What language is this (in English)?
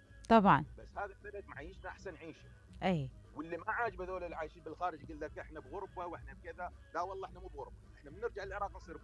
Mesopotamian Arabic